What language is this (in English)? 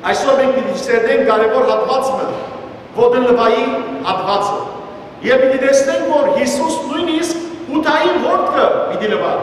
Western Armenian